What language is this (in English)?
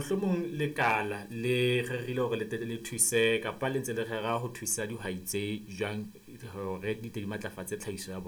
Southern Sotho